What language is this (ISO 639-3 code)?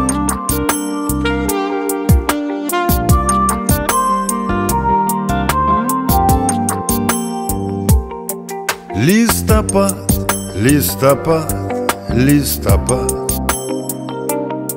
rus